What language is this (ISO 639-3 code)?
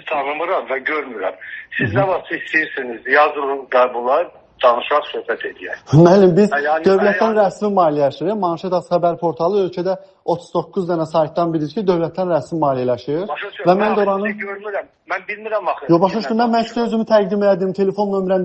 aze